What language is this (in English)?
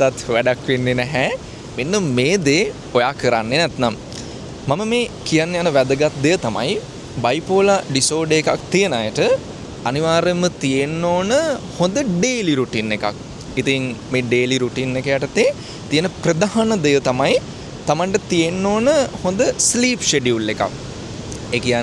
Sinhala